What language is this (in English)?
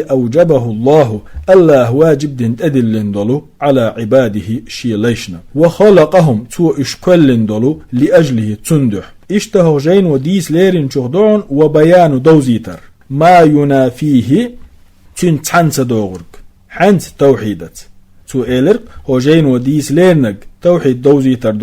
Chechen